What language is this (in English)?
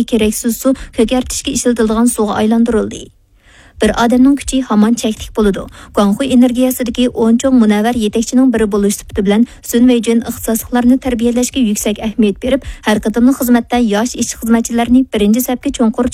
Uyghur